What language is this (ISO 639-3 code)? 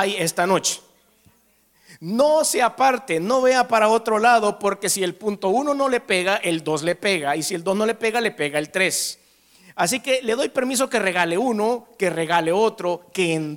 spa